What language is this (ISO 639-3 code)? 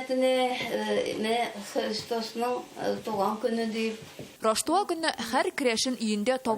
tat